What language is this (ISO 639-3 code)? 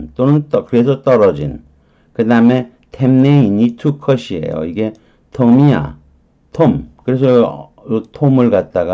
kor